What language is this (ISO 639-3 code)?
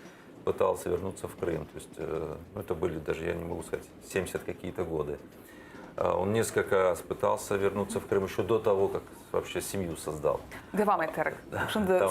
crh